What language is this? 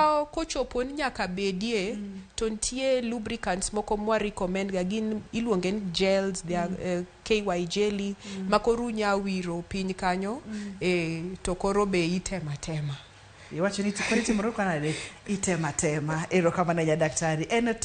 Luo (Kenya and Tanzania)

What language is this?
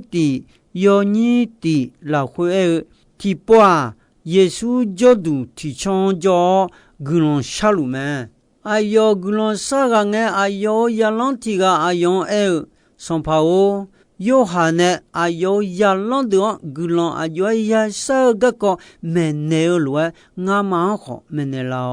Akha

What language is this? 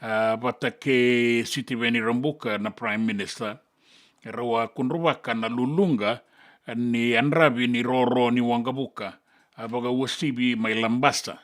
Fijian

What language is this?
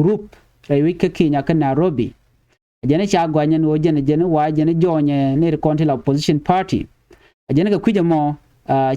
Nuer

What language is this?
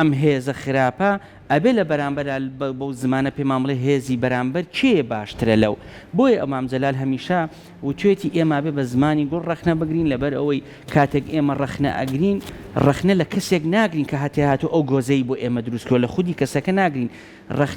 Central Kurdish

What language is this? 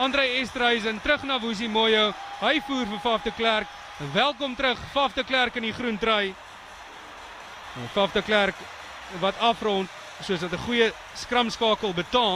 Afrikaans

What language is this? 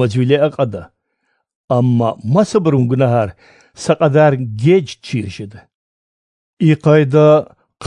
Lezghian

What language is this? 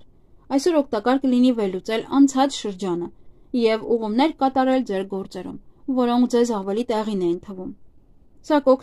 Armenian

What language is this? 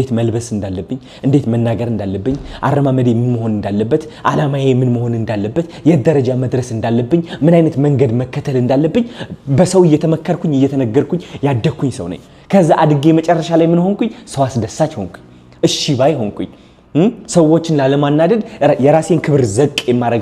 Amharic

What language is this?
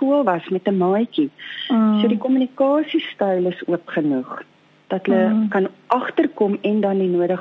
Afrikaans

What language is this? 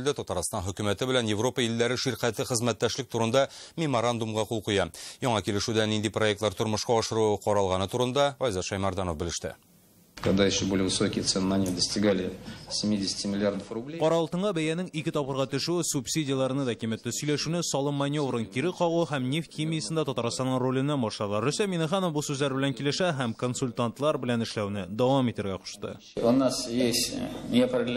Tatar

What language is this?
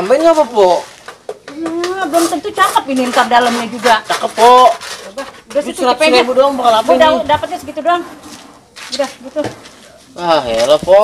Betawi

